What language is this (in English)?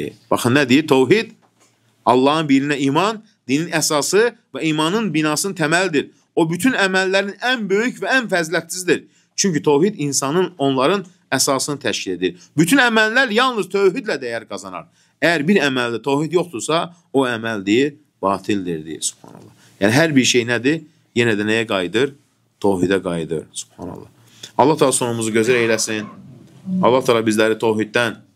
Azerbaijani